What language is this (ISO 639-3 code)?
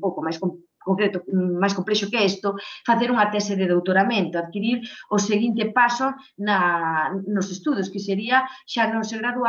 glg